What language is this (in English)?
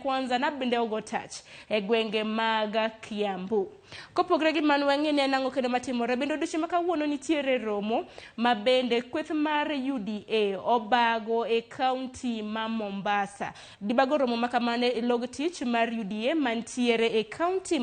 Luo (Kenya and Tanzania)